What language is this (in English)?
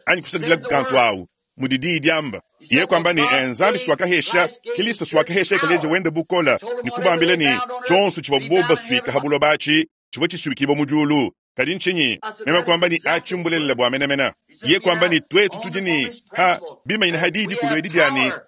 Luba-Lulua